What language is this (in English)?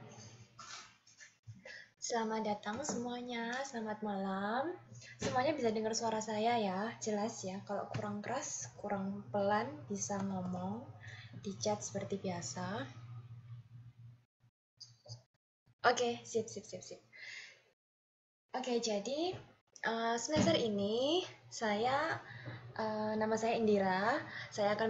Indonesian